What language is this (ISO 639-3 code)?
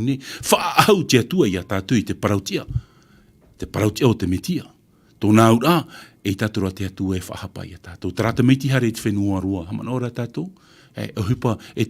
tah